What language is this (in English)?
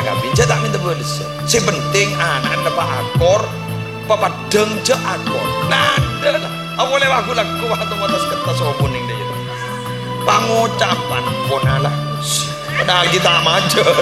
Madurese